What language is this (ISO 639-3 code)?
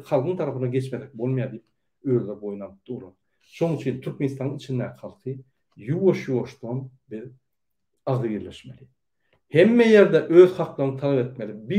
tuk